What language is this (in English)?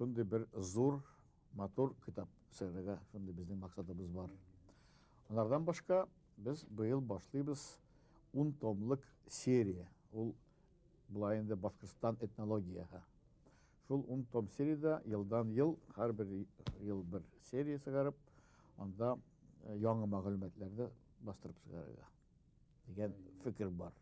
Bashkir